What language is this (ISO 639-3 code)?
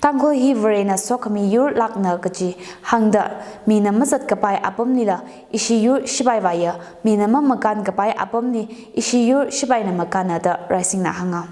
nmf